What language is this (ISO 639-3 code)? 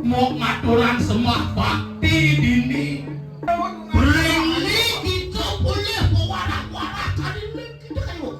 ban